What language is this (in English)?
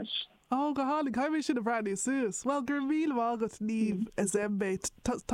Irish